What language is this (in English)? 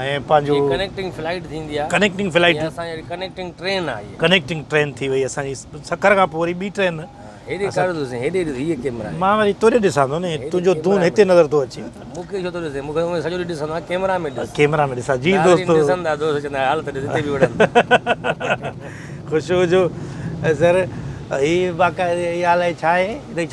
Sindhi